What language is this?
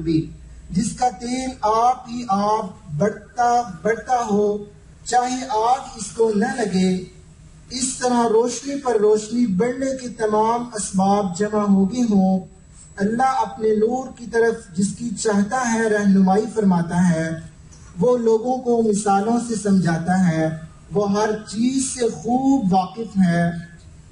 Urdu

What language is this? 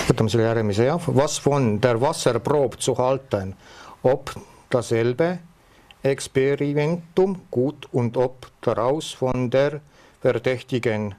Estonian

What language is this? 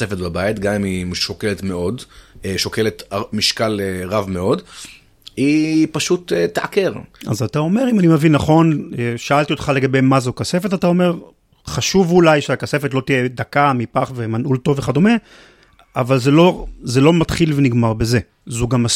Hebrew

